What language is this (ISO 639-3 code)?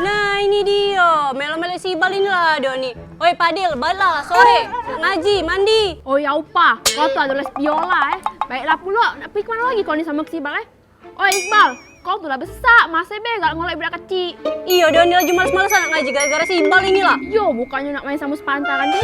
mui